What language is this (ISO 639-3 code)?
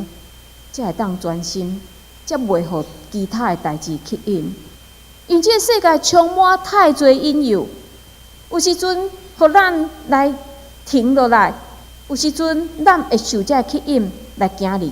nan